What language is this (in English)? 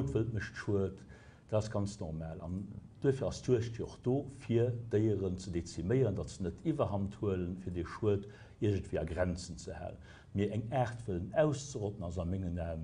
Luxembourgish